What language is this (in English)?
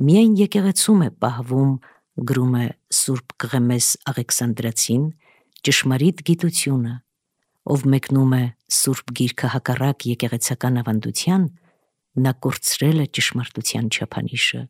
Armenian